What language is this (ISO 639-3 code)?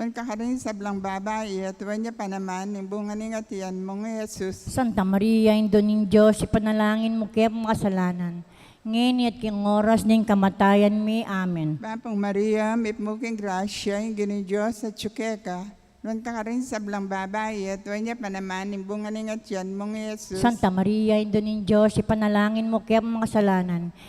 pam